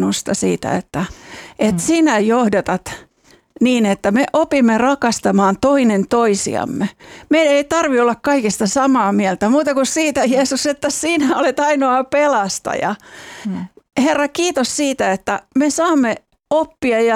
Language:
Finnish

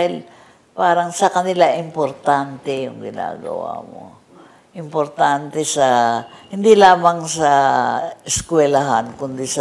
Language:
Filipino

